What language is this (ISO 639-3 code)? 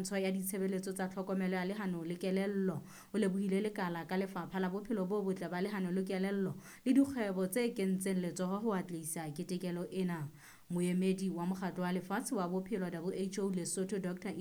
sot